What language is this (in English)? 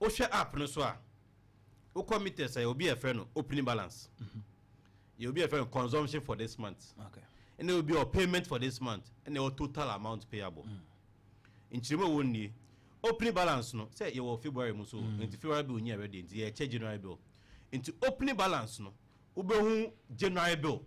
Akan